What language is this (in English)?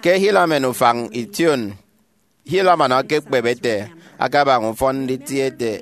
Efik